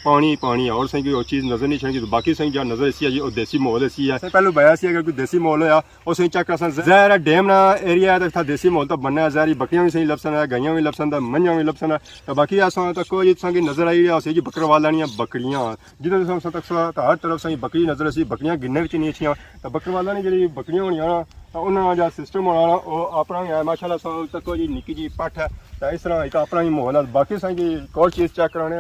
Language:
Pahari-Potwari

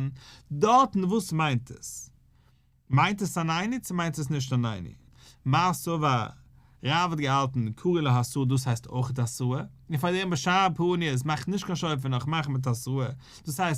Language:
Yiddish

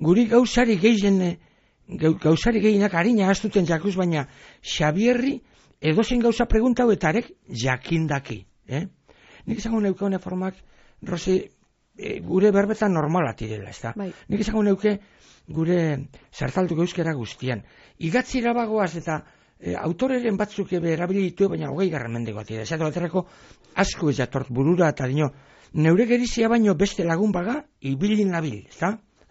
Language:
Basque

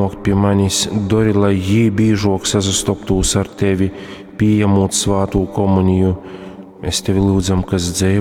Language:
Latgalian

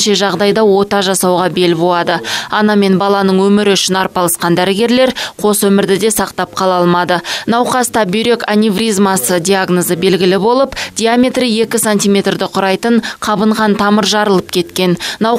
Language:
Kazakh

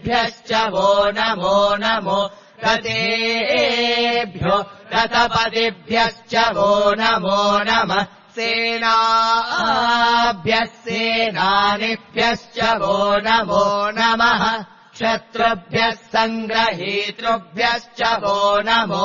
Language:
Sanskrit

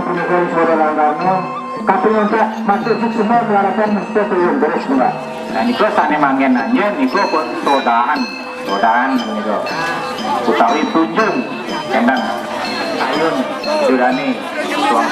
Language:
Balinese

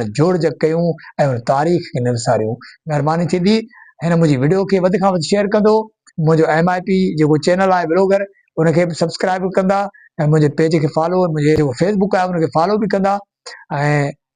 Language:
Sindhi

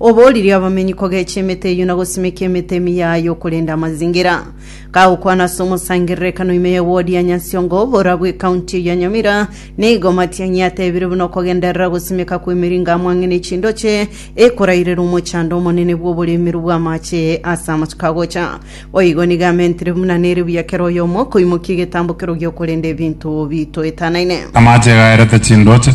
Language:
Gusii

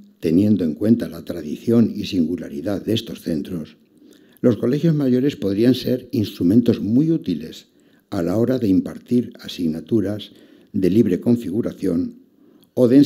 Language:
Spanish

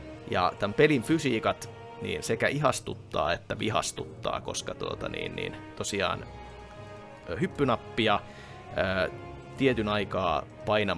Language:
Finnish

